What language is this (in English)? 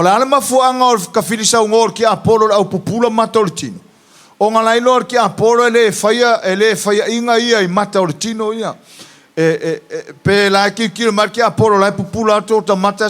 Samoan